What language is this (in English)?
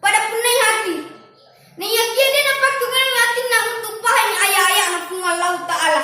Buginese